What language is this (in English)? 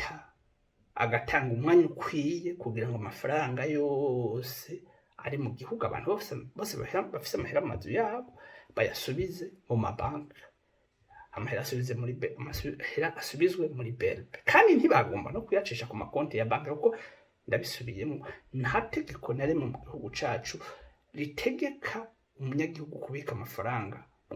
Rundi